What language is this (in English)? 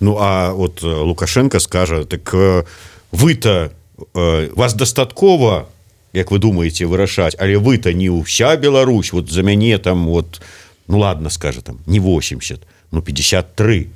Belarusian